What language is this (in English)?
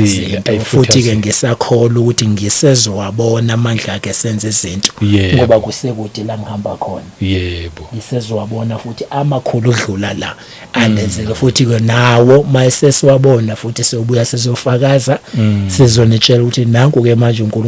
Zulu